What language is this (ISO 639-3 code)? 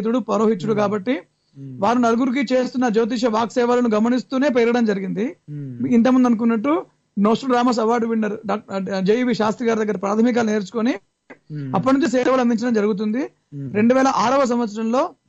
tel